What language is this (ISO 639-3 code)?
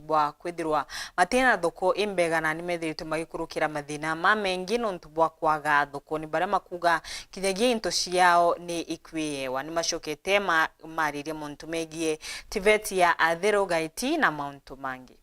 mer